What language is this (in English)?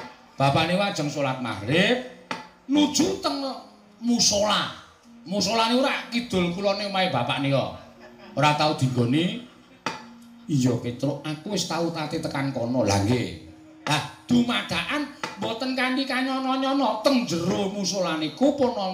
Javanese